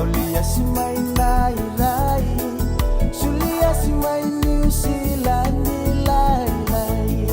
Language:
Fijian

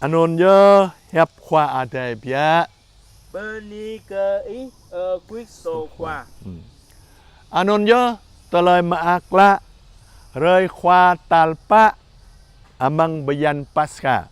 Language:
Jarai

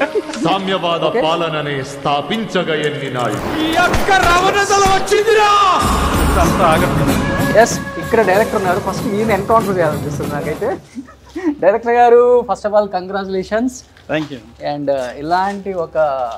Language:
Telugu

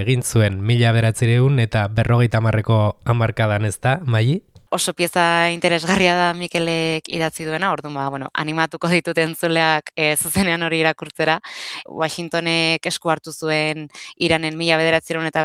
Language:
Basque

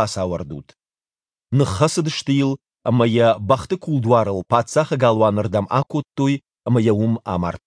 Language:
Ossetic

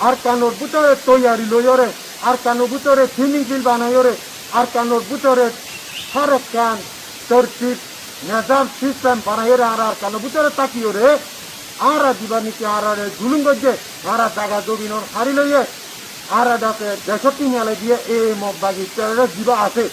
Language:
Rohingya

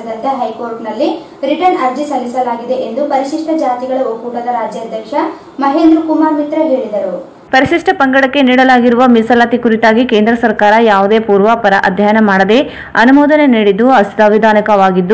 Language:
Kannada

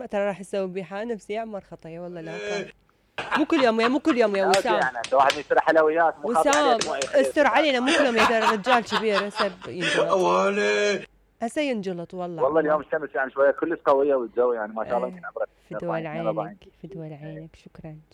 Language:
Mesopotamian Arabic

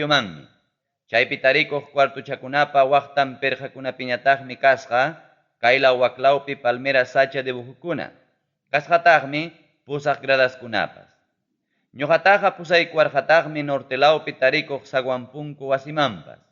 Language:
Ayacucho Quechua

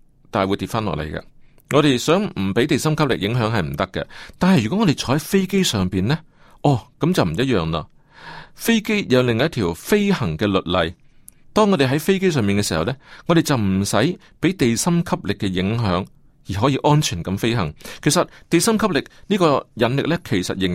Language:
Cantonese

